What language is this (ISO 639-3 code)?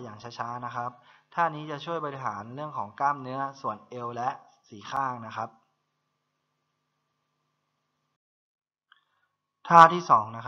tha